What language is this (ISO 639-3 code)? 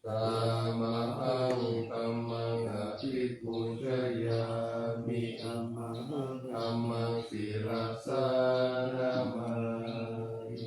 pli